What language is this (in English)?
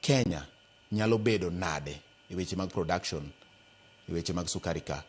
Luo (Kenya and Tanzania)